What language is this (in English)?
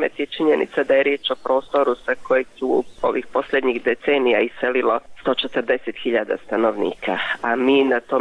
Bosnian